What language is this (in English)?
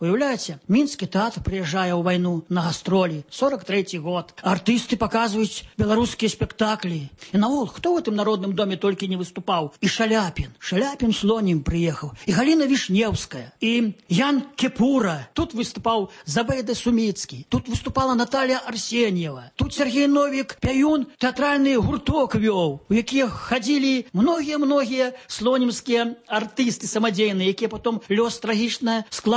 Belarusian